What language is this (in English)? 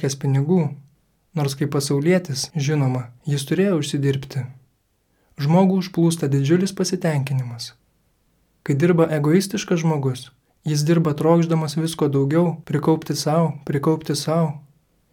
Lithuanian